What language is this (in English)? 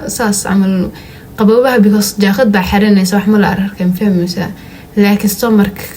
Somali